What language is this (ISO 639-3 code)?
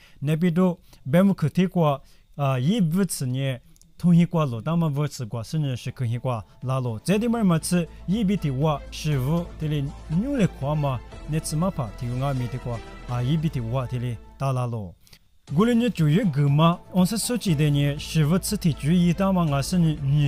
lis